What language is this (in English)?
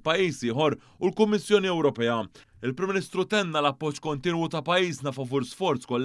Maltese